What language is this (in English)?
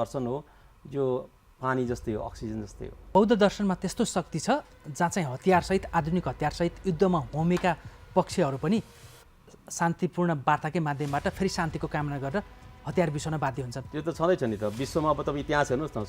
Nepali